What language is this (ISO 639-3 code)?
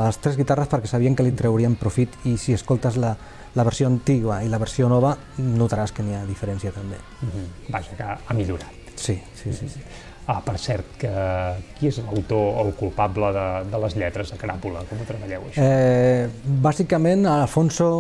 cat